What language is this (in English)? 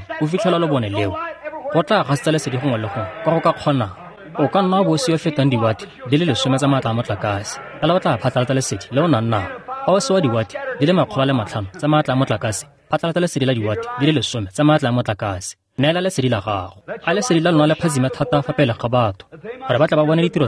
Tswana